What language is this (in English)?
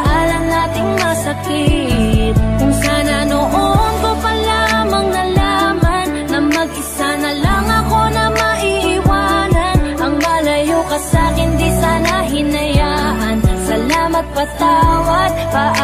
Filipino